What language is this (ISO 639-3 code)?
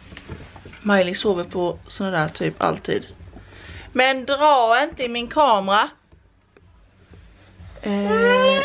swe